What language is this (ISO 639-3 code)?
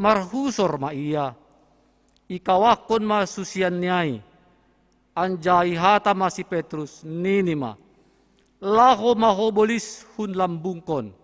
bts